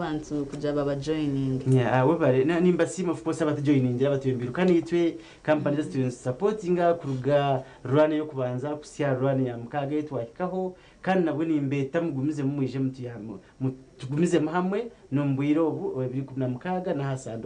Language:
Nyankole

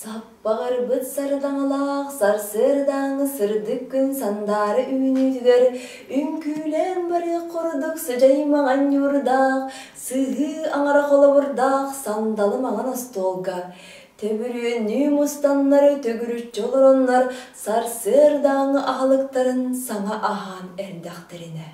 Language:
Yakut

